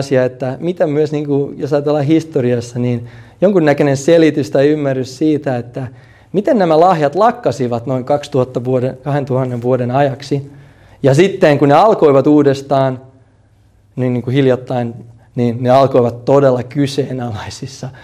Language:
Finnish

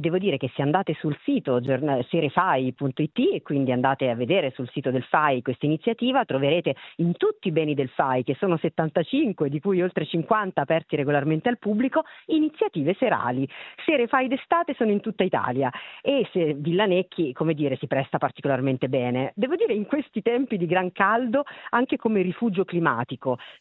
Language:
Italian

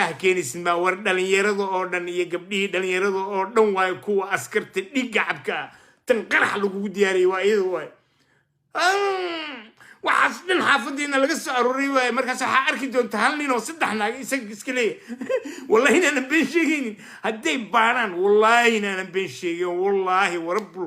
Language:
Somali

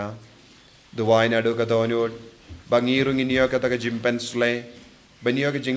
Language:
Khasi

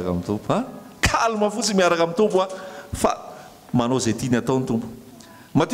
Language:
Malagasy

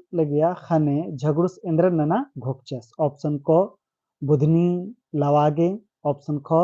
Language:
Kurukh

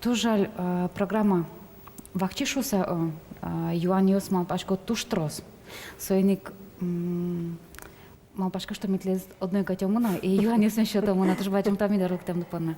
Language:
Udmurt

